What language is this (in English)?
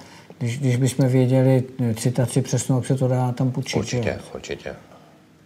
Czech